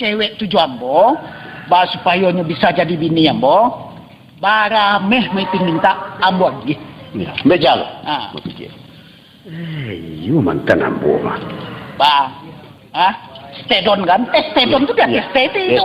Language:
Minangkabau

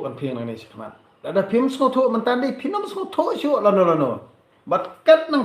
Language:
Khasi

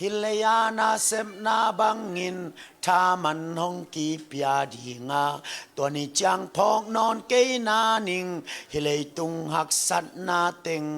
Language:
Tedim Chin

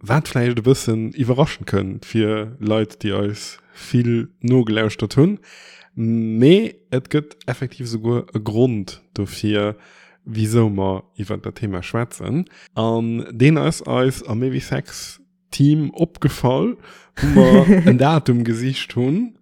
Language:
Luxembourgish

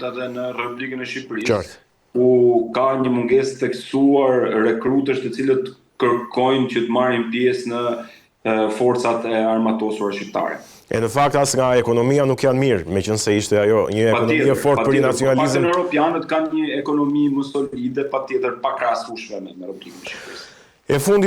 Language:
Albanian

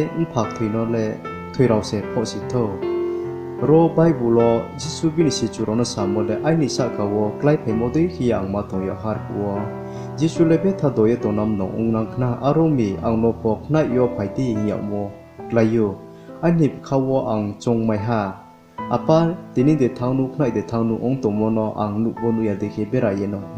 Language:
Riang (India)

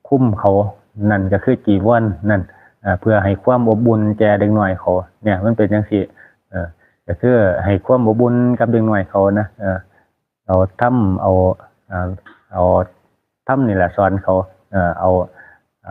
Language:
Northeastern Thai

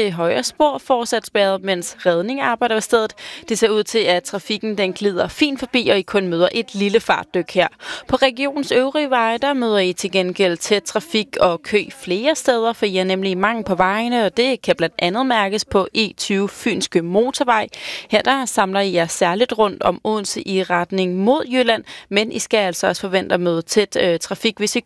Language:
Danish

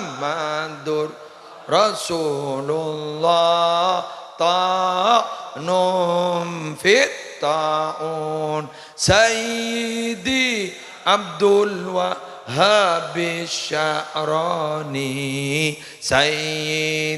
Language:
Madurese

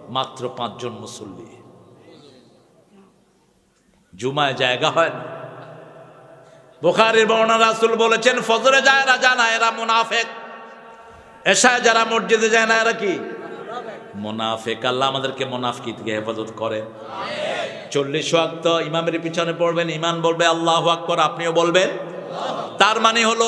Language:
Bangla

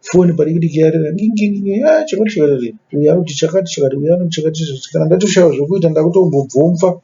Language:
Shona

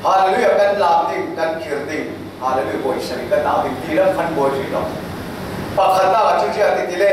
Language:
Falam Chin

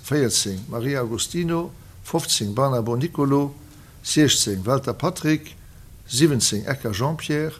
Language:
Luxembourgish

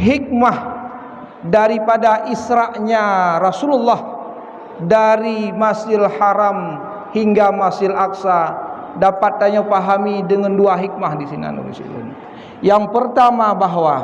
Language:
Achinese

